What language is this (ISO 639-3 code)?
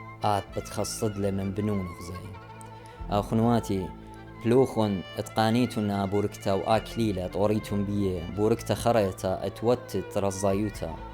aii